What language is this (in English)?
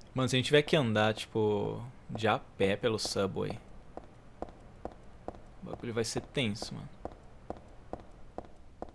Portuguese